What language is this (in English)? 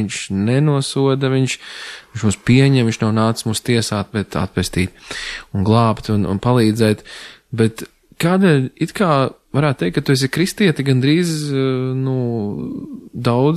Latvian